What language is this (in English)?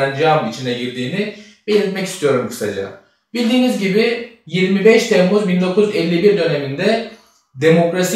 Turkish